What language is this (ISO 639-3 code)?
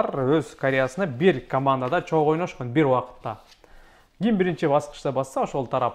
kir